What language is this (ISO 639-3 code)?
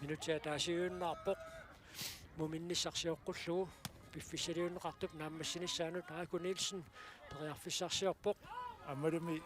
kal